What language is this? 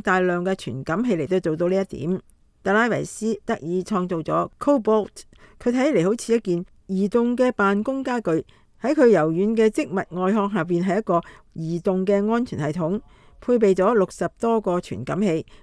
Cantonese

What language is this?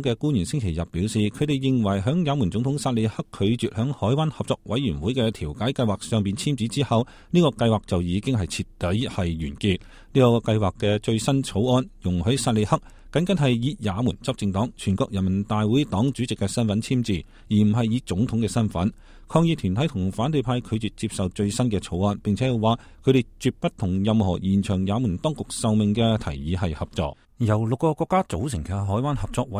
Cantonese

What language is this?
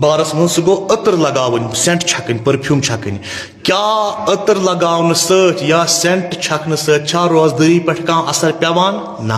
Kashmiri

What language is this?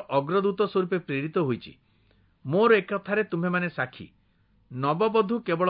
Odia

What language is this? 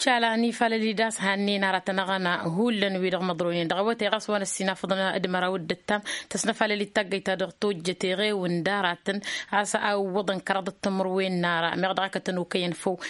Tamasheq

